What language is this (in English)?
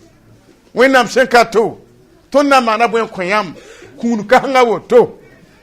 Mossi